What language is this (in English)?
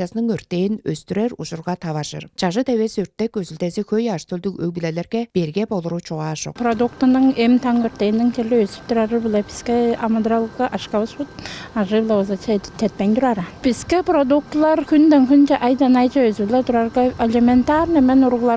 Tuvinian